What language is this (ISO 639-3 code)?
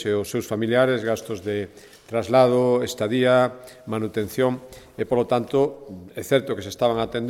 glg